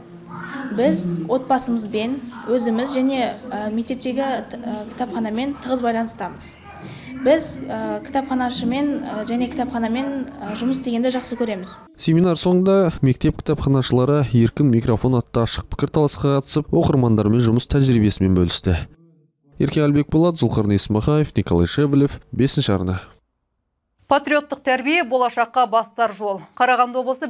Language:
Kazakh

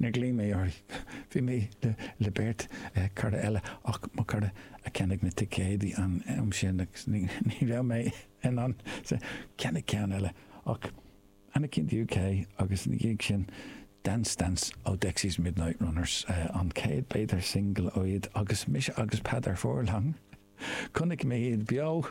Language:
Irish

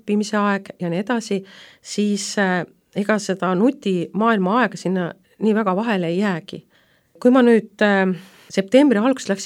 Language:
Estonian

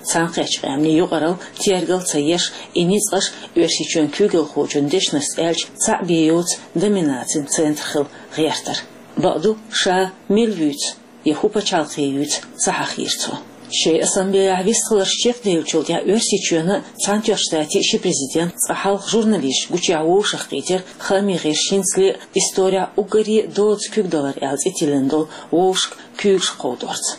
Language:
Chechen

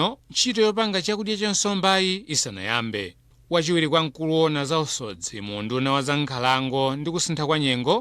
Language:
Nyanja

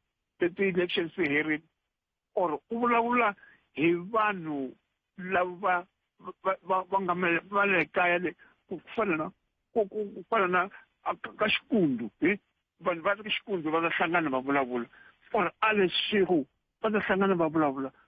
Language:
Tsonga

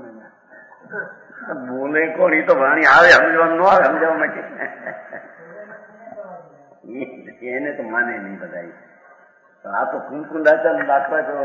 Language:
Gujarati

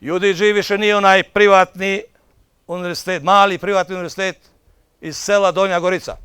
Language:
Bosnian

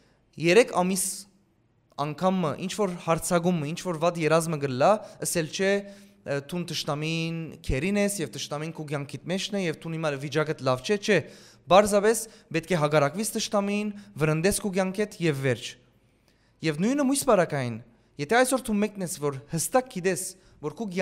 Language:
Western Armenian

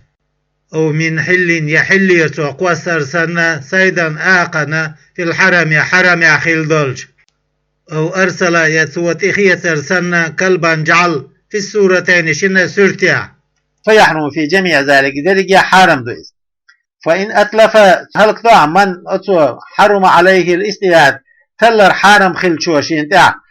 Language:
Chechen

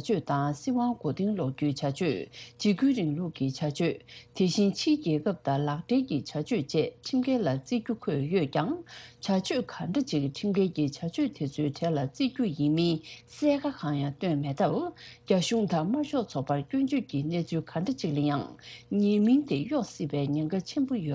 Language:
Tibetan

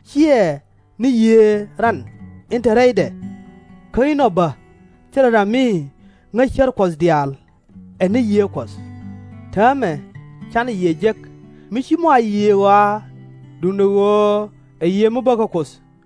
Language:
Nuer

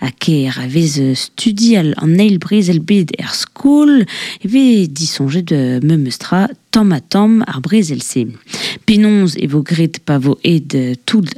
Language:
Breton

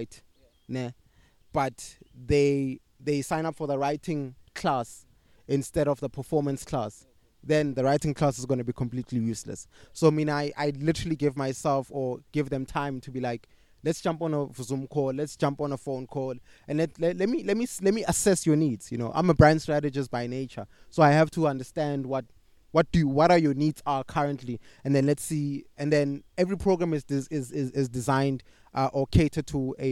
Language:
English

